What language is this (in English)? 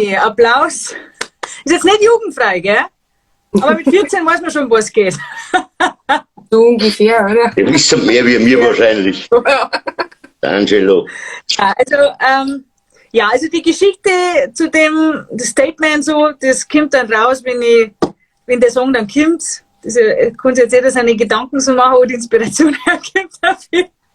Bavarian